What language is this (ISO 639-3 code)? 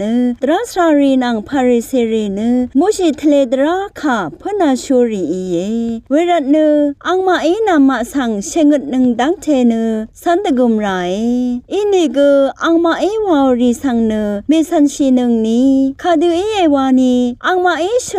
raw